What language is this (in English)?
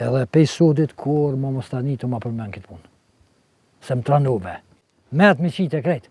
Albanian